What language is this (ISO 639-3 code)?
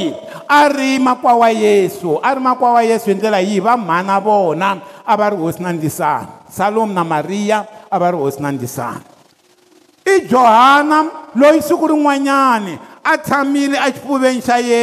tso